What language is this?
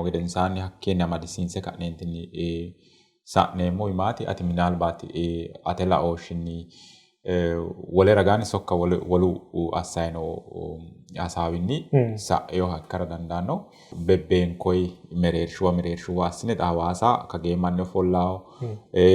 Sidamo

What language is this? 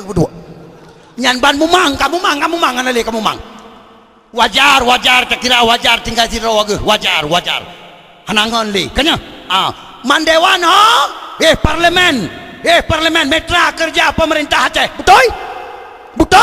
Achinese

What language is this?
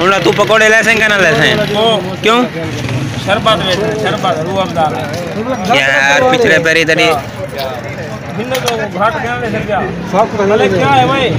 Saraiki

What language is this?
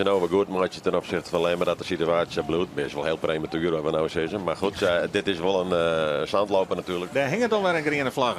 Western Frisian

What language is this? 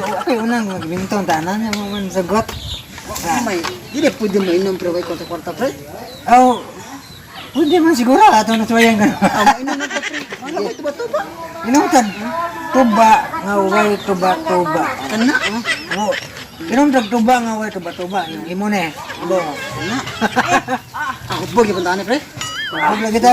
Cebuano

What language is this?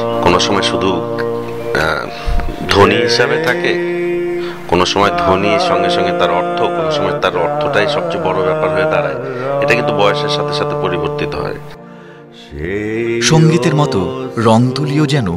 Bangla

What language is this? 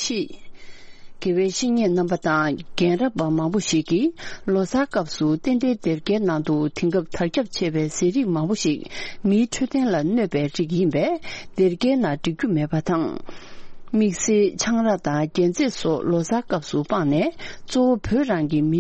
Tibetan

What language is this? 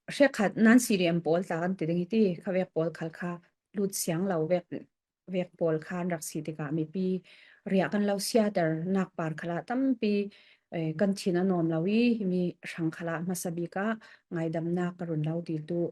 Falam Chin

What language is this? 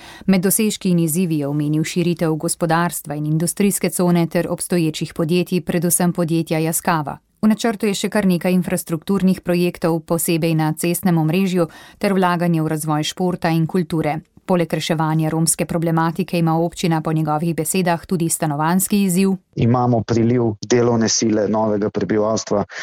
Slovenian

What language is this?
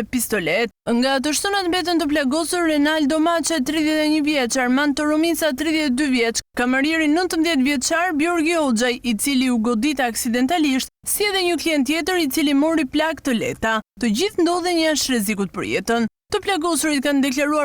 Albanian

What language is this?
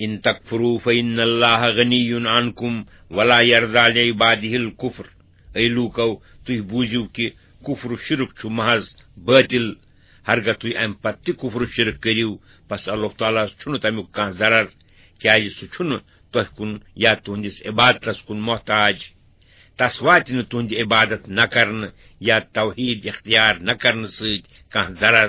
Kashmiri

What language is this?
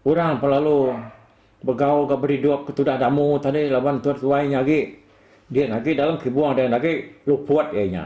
Iban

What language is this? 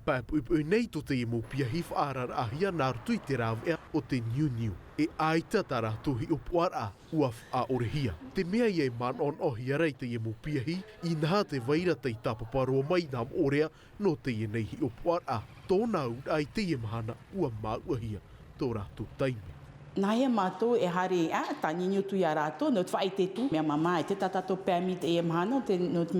Tahitian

